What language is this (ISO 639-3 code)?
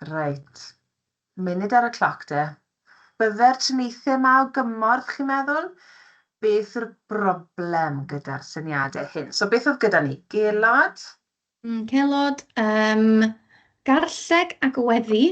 cym